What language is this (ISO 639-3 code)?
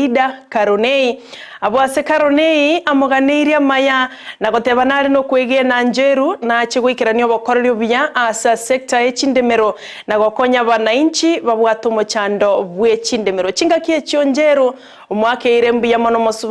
guz